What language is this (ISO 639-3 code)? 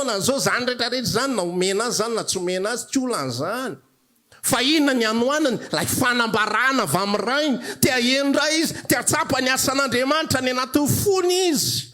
mlg